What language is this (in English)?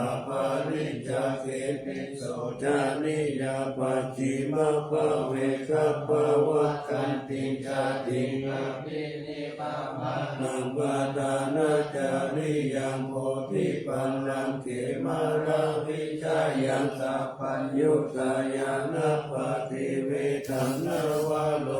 Pali